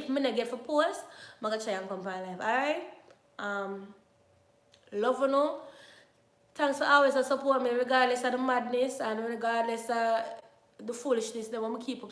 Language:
Jamaican Creole English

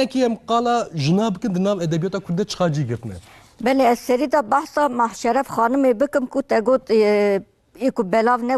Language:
Kurdish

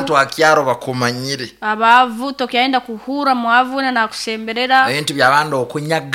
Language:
Nyoro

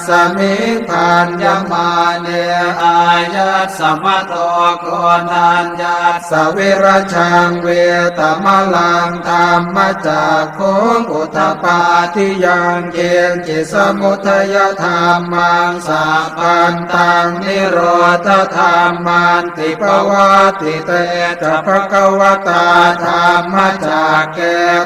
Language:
Pali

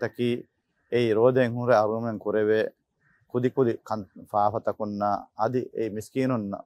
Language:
Divehi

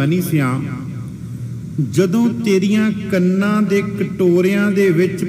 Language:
Punjabi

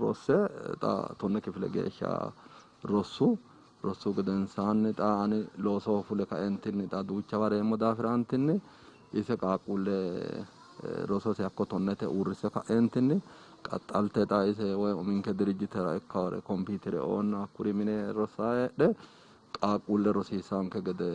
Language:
Sidamo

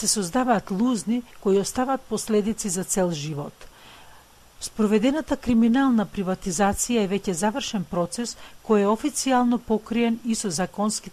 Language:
Macedonian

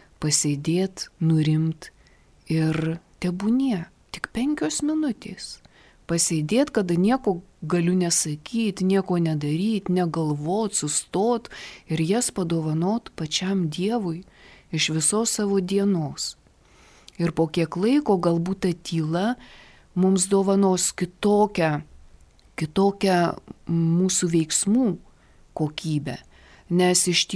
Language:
Lithuanian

